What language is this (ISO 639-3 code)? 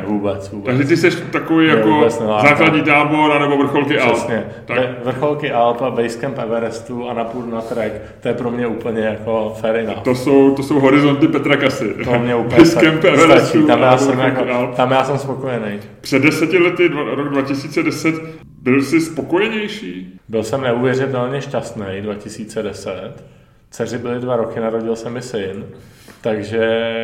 ces